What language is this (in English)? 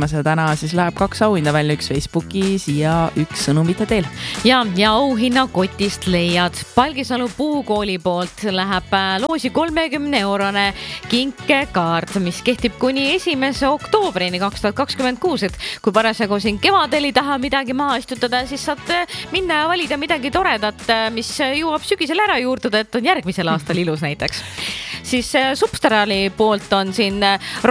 Estonian